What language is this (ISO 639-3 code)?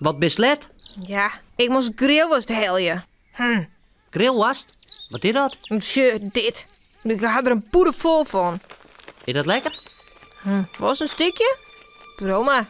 fry